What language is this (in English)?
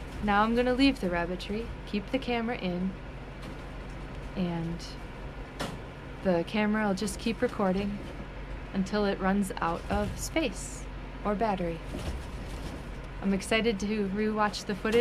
English